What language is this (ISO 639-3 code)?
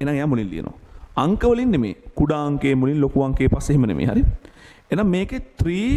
sin